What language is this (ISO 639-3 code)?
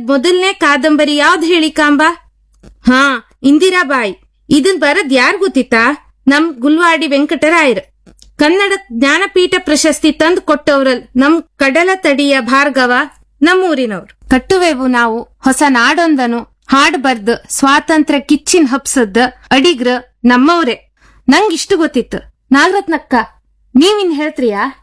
kan